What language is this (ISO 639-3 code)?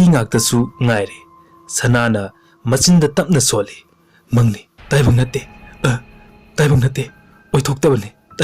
mni